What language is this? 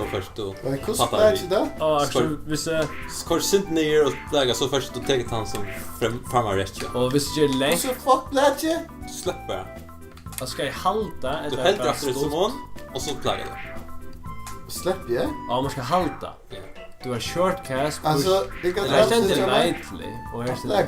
Faroese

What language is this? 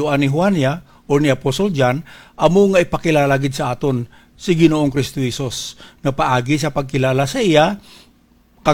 Hiligaynon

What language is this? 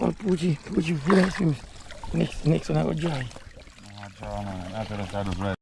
Jamaican Creole English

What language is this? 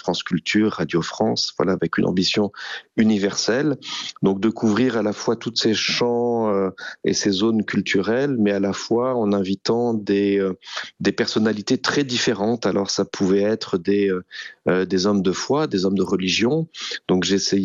French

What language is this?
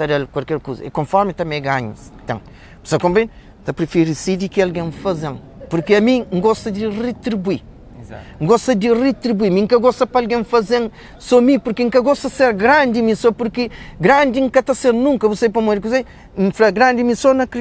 Kabuverdianu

